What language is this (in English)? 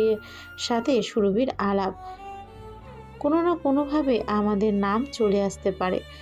Bangla